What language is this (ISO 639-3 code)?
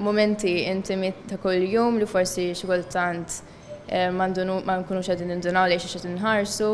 mlt